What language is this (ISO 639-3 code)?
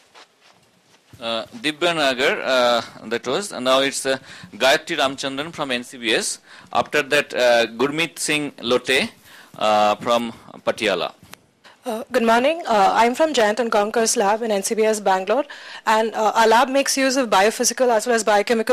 eng